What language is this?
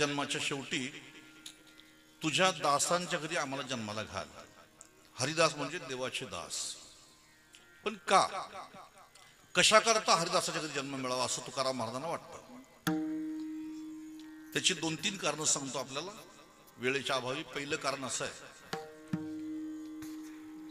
Marathi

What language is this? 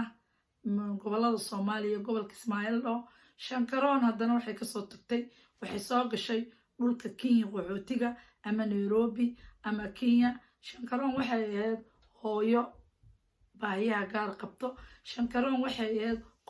Somali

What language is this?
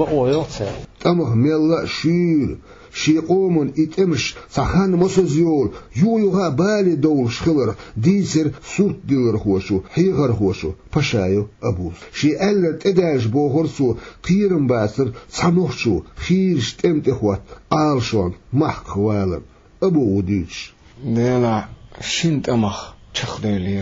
Chechen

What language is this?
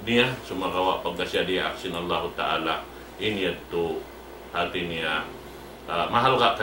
Tausug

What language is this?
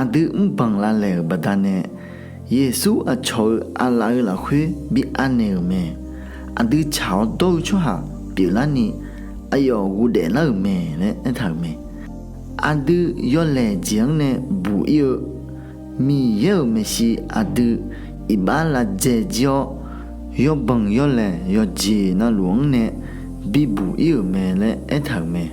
Akha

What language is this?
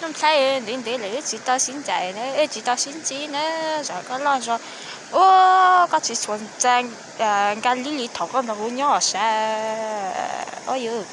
Hmong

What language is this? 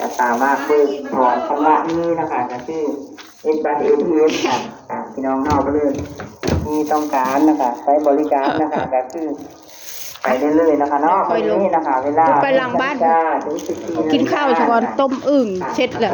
Northeastern Thai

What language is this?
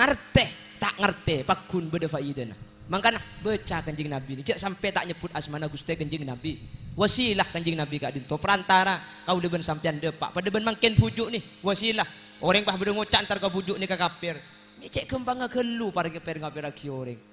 Madurese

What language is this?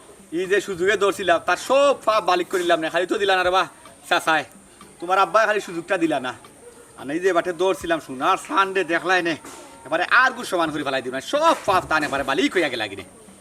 Sylheti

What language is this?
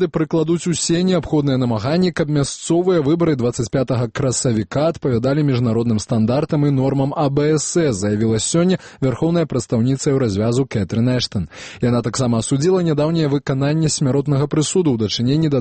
Belarusian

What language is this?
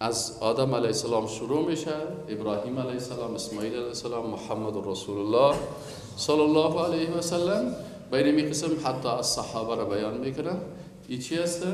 Persian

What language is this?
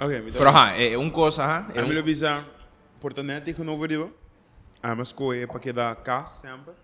Papiamento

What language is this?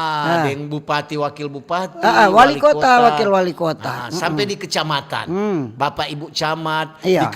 Manado Malay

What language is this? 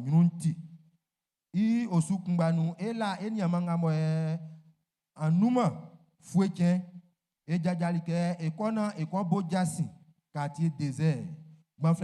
Baoulé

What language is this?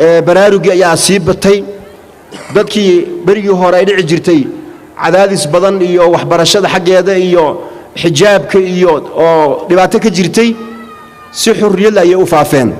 Somali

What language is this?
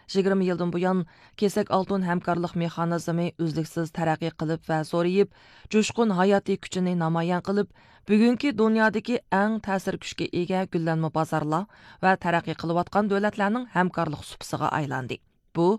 Uyghur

